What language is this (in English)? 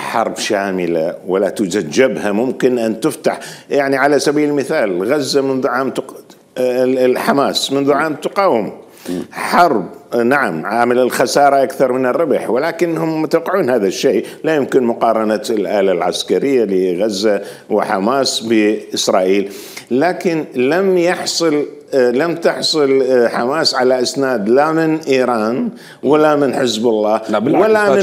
Mesopotamian Arabic